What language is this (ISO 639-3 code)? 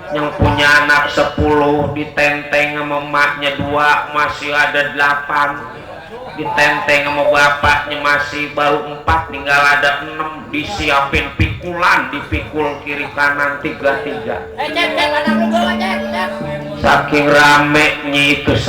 bew